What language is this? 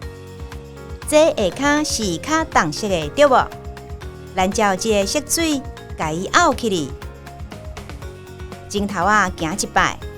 Min Nan Chinese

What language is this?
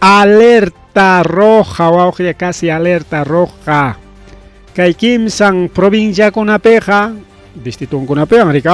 Ayacucho Quechua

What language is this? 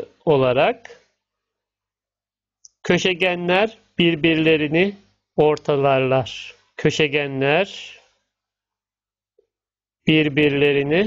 Turkish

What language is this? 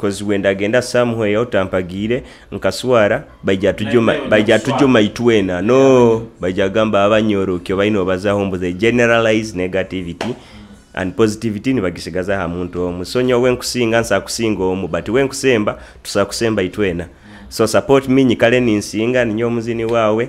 Nyoro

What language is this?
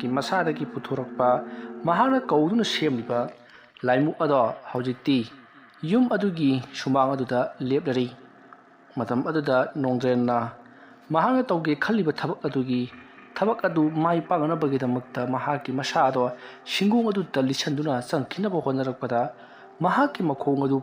Manipuri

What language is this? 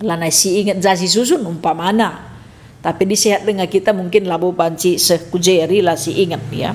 Batak Karo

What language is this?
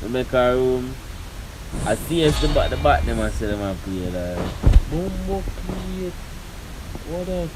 Jamaican Creole English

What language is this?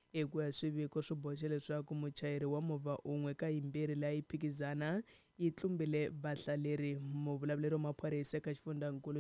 Tsonga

